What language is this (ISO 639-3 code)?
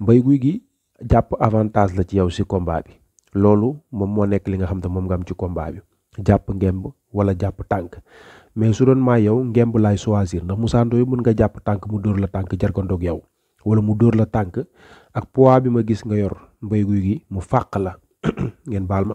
wol